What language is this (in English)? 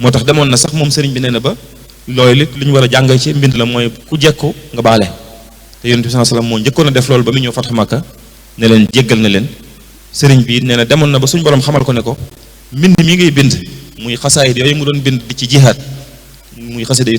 Wolof